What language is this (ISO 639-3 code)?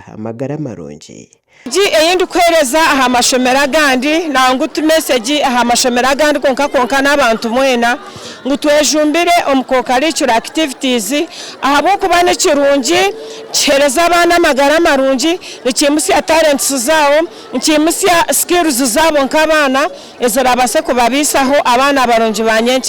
nyn